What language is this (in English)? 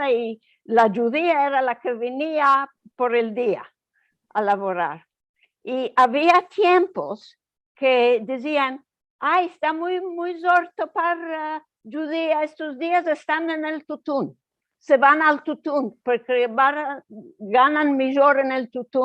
Ladino